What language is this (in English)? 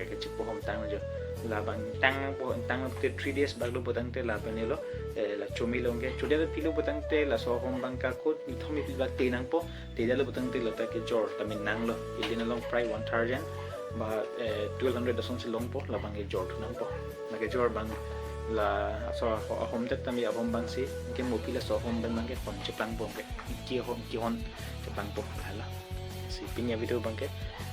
Karbi